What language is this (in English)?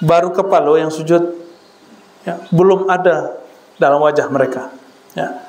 Minangkabau